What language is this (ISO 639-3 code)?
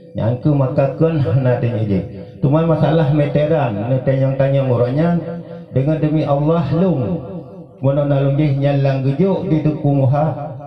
ace